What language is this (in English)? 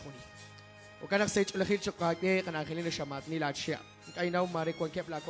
Kekchí